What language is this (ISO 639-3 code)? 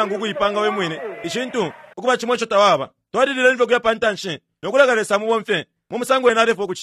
bem